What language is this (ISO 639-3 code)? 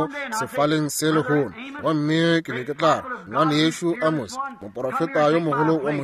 nso